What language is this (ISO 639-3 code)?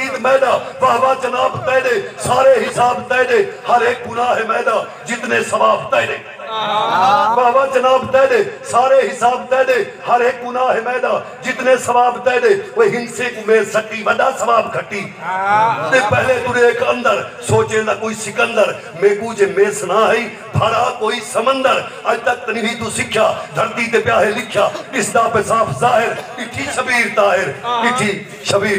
skr